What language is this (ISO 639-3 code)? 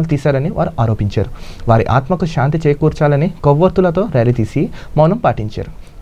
tel